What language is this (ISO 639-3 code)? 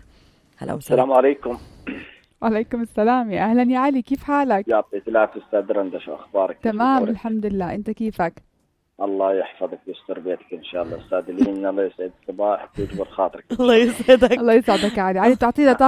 apc